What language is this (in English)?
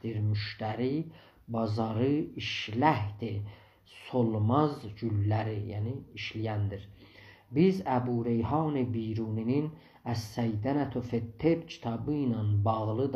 South Azerbaijani